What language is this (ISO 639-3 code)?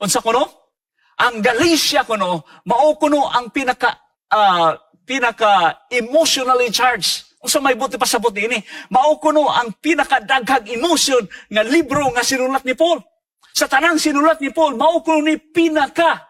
ceb